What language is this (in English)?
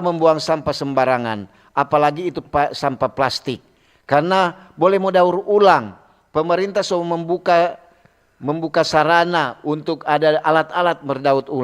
Manado Malay